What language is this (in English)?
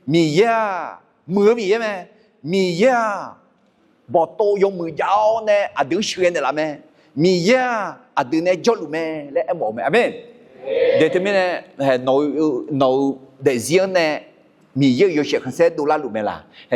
Akha